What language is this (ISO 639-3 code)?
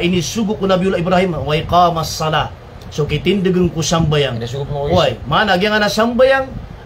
mrw